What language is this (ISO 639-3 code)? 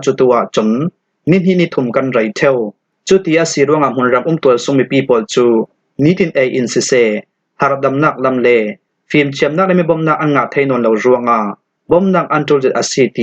cfm